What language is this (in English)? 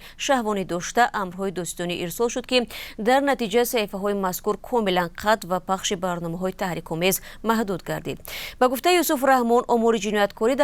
Tajik